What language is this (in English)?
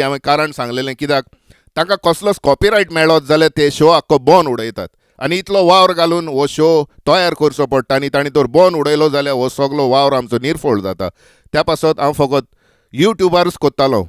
Konkani